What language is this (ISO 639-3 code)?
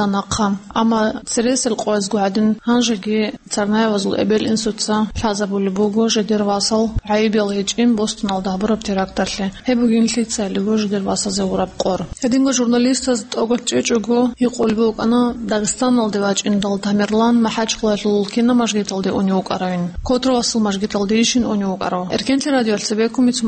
ava